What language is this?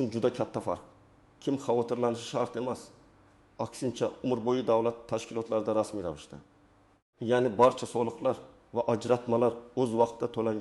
Uzbek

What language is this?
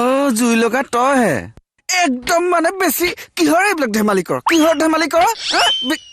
Assamese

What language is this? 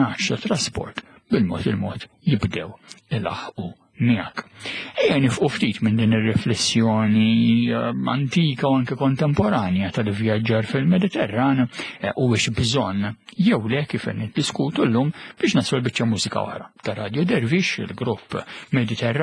Maltese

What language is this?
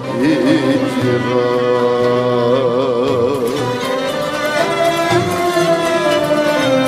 Turkish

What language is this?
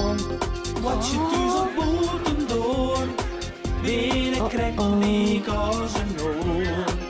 Western Frisian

